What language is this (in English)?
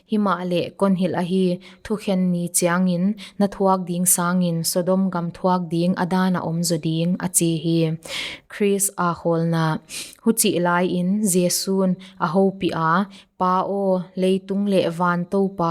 Paite Chin